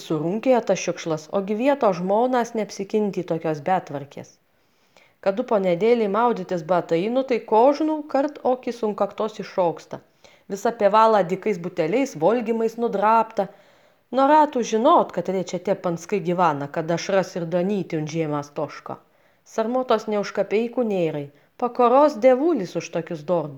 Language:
Lithuanian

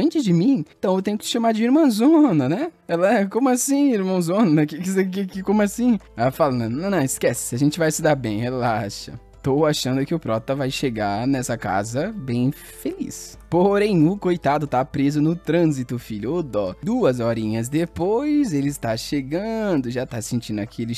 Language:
Portuguese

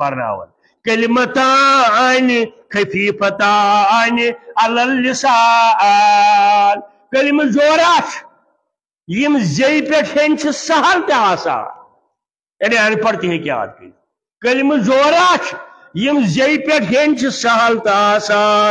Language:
Kashmiri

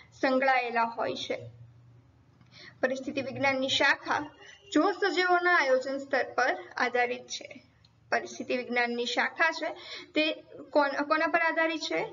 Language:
Gujarati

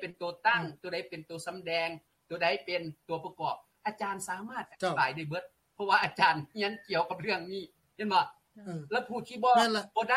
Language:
Lao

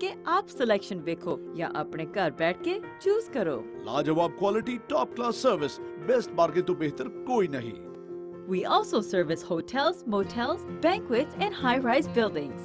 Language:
Punjabi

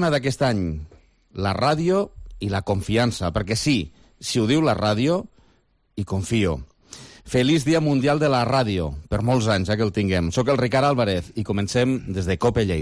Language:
Catalan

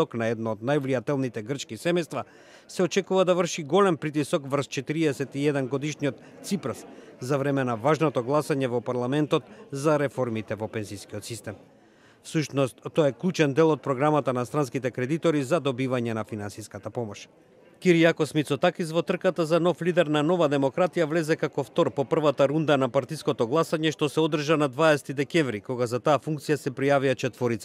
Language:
Macedonian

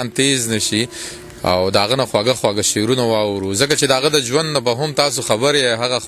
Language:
Pashto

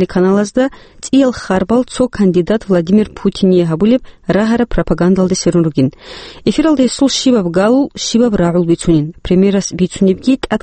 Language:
Avaric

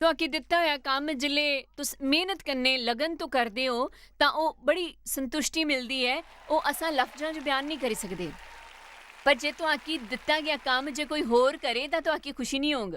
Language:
Dogri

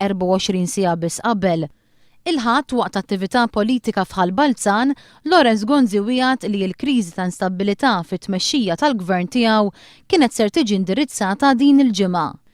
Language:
Maltese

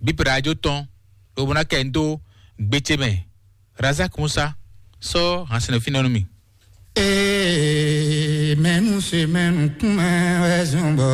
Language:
Fon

